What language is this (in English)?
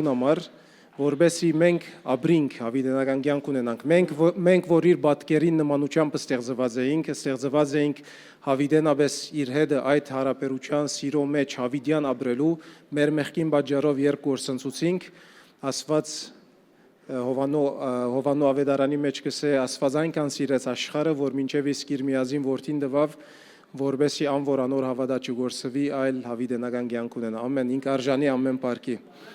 Western Armenian